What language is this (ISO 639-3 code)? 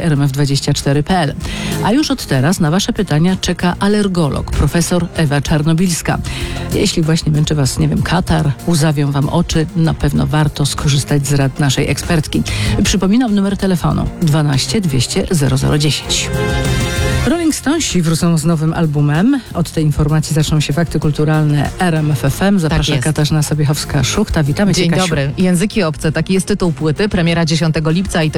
pol